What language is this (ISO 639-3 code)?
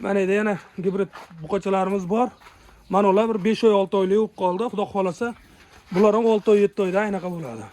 uzb